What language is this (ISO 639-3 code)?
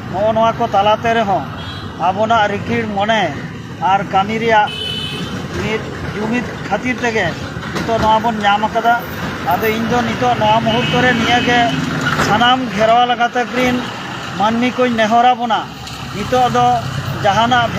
sat